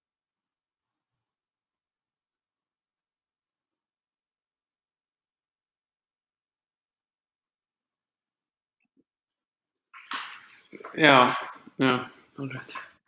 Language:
Icelandic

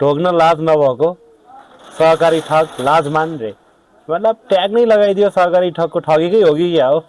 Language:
Nepali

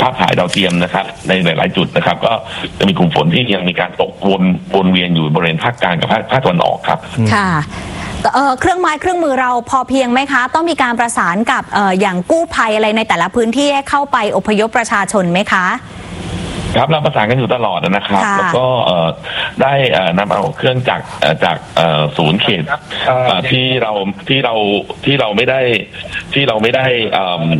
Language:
Thai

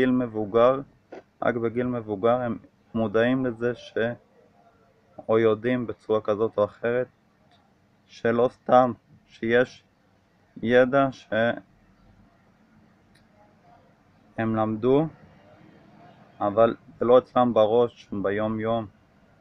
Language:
Hebrew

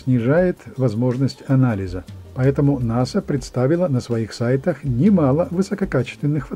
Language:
Russian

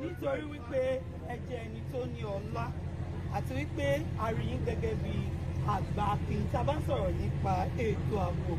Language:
Yoruba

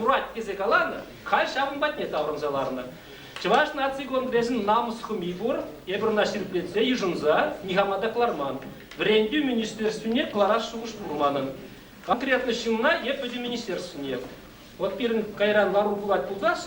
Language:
Chuvash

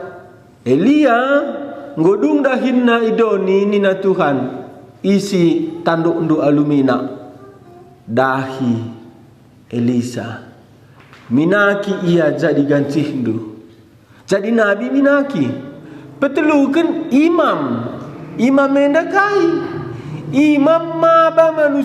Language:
Batak Karo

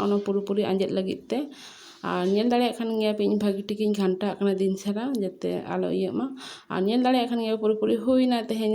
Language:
Santali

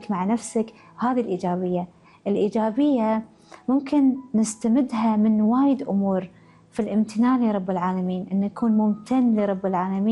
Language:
Gulf Arabic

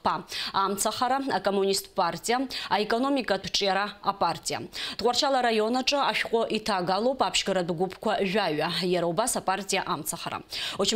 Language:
Abkhazian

